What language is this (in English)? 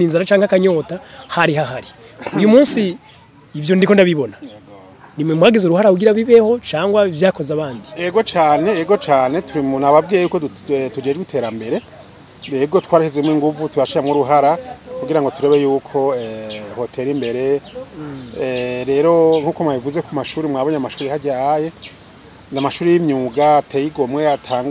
Rundi